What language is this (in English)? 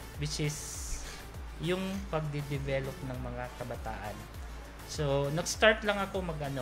Filipino